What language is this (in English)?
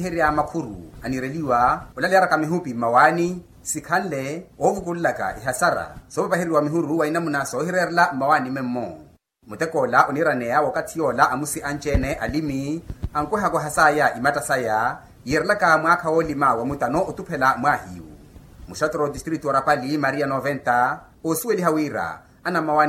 Makhuwa